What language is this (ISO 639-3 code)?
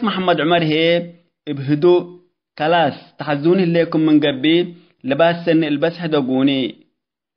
tig